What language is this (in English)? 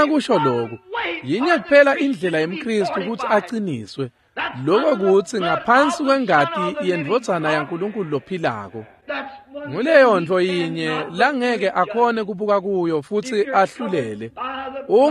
Swati